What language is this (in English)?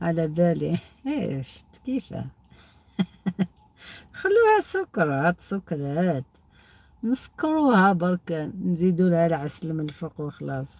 Algerian Arabic